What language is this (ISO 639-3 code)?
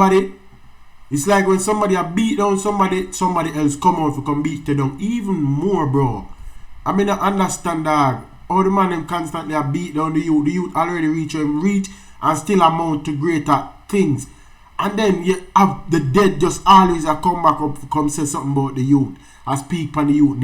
jam